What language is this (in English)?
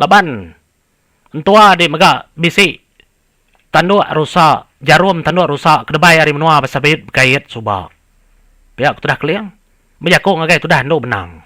Iban